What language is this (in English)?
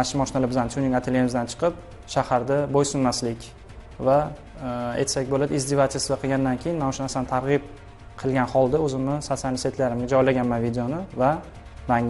Uzbek